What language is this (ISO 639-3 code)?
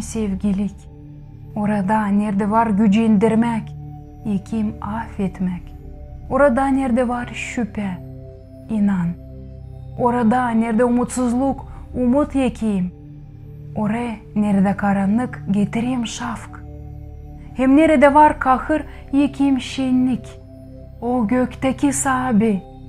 gag